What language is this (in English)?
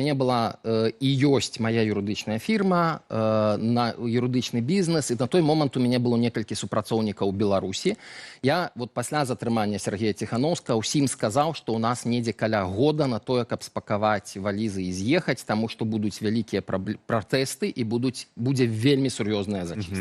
Belarusian